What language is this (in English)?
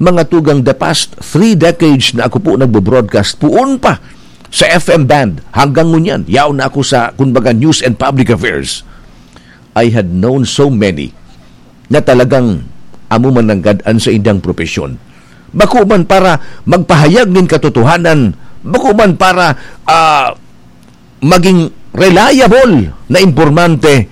Bikol